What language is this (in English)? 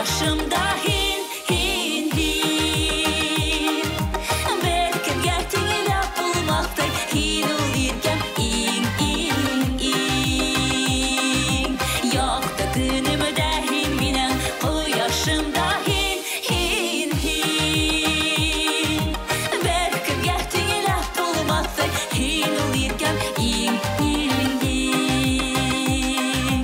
Bashkir